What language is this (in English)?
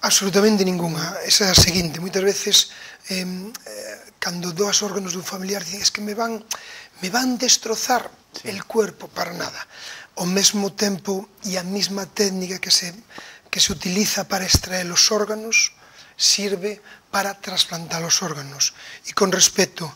Galician